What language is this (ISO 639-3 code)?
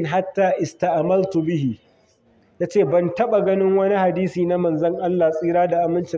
hau